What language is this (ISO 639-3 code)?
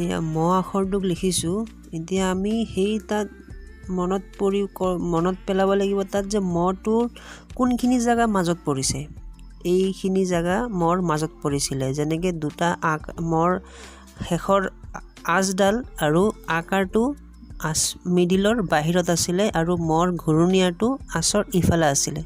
asm